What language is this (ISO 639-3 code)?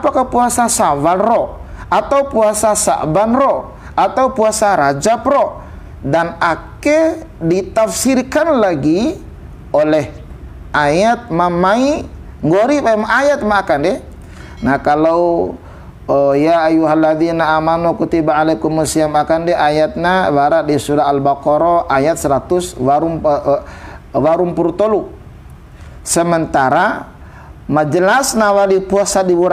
bhp